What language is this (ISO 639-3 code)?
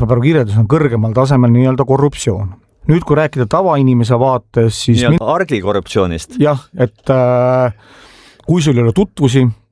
est